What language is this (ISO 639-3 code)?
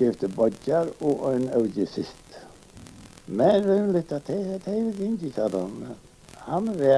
fao